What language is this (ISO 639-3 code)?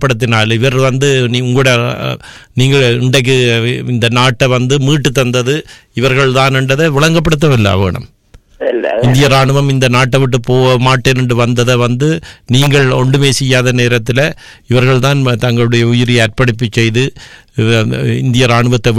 tam